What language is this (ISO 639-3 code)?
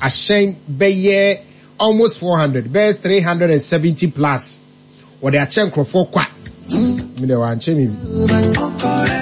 aka